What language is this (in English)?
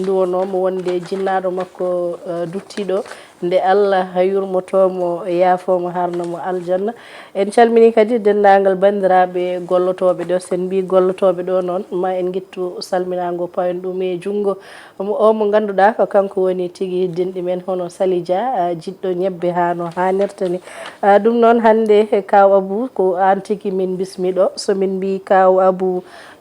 Fula